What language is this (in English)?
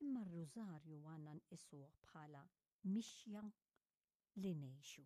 Maltese